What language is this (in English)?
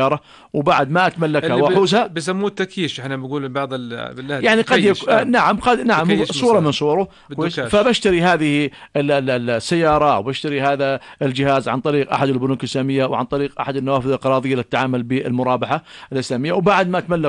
North Levantine Arabic